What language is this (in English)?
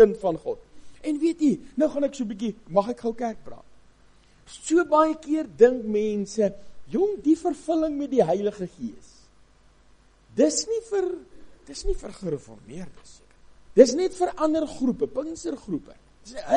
Afrikaans